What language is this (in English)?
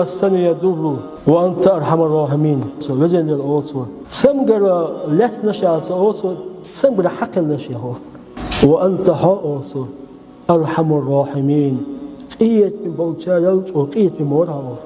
Chechen